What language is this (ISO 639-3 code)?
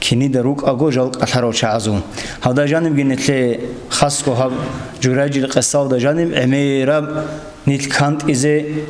ava